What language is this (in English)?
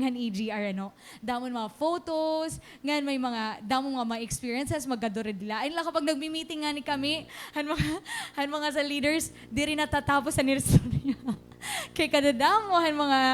Waray